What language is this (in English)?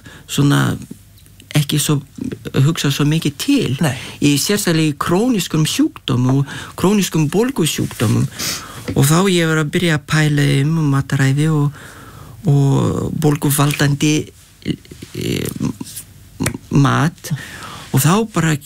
Icelandic